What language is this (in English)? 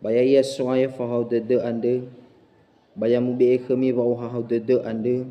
Nias